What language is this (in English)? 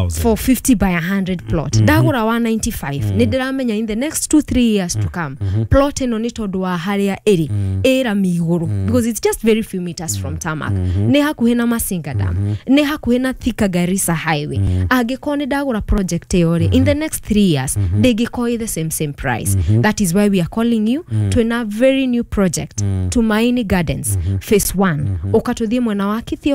Kikuyu